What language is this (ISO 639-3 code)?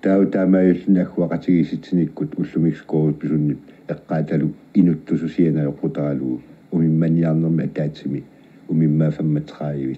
kal